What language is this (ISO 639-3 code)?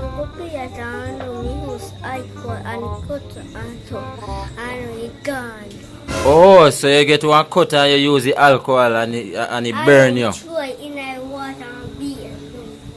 jam